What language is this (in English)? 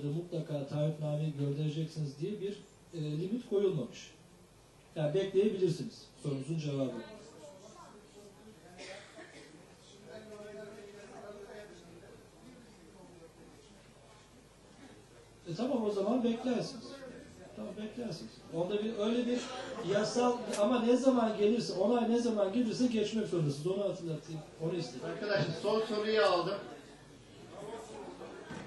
Turkish